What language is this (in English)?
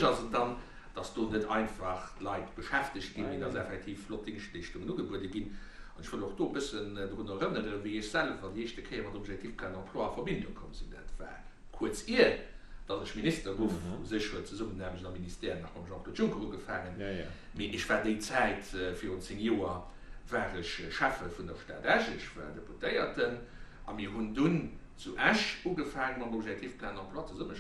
Luxembourgish